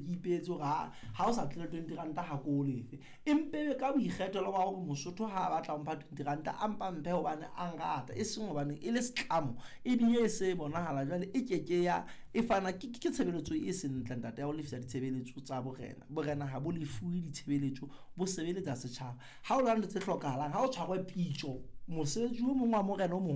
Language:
Southern Sotho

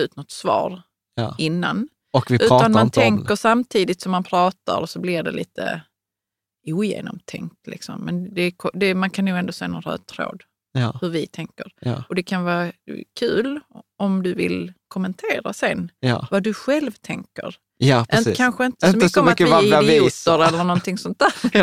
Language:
Swedish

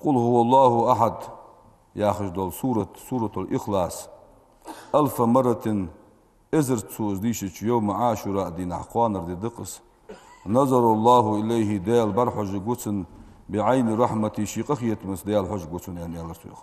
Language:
Ingush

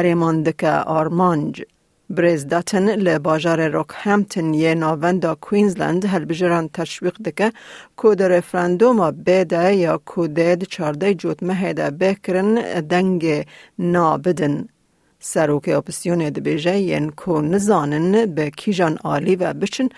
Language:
Kurdish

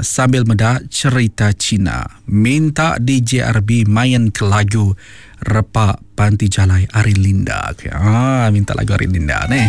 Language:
Iban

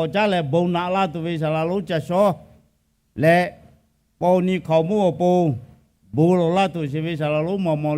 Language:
Lahu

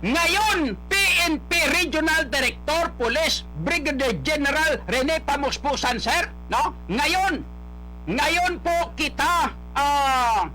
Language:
Hiligaynon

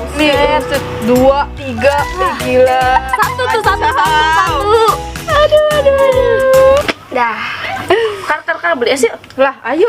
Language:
Betawi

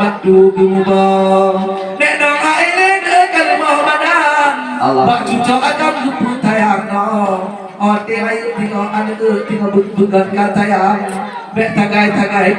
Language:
Achinese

